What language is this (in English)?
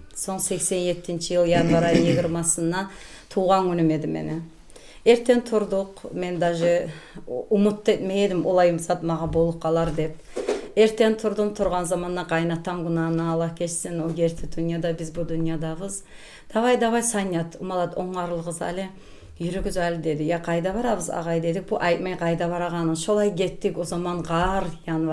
Kumyk